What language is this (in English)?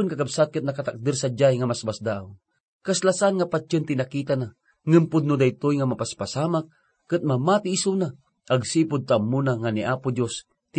Iloko